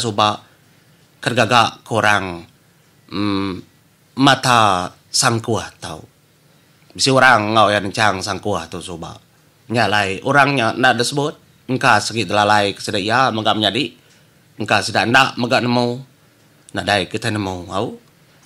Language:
Iban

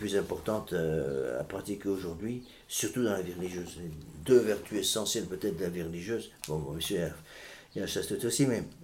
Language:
French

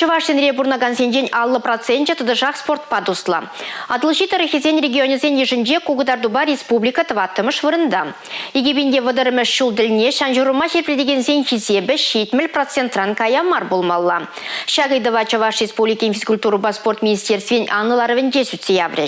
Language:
Chuvash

